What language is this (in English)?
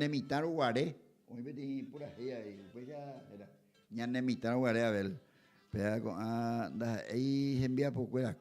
Guarani